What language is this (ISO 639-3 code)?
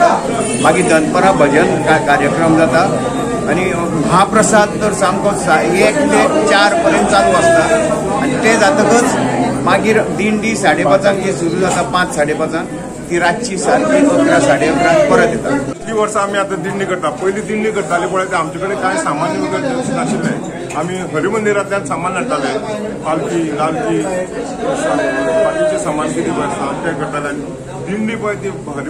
kok